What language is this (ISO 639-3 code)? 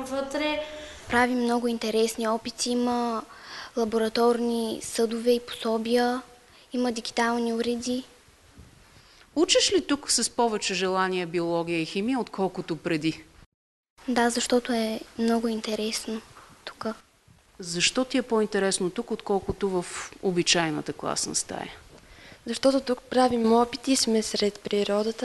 bul